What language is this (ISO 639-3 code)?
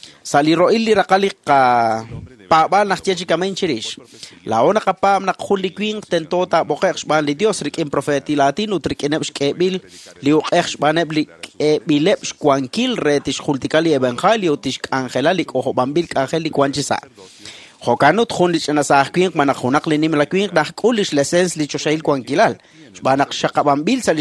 kek